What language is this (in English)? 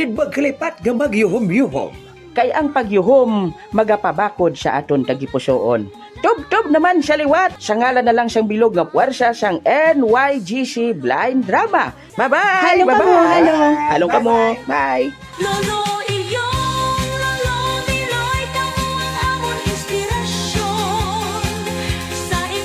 Hiligaynon